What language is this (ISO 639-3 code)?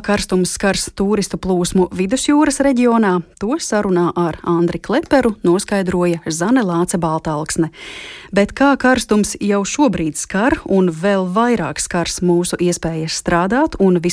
lav